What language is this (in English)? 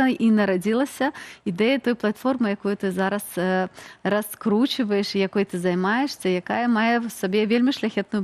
Belarusian